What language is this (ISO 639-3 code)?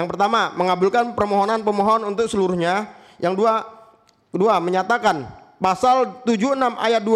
ind